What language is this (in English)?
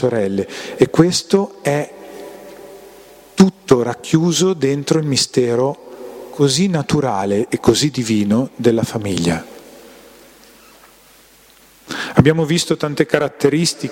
Italian